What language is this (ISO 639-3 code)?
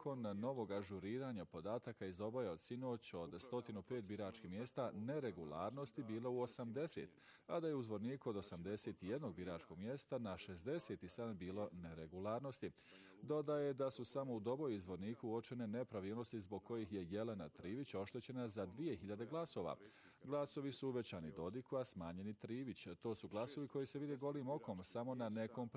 bos